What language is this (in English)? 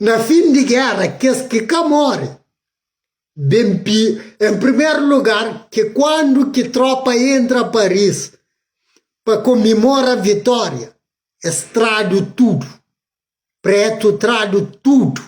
Kabuverdianu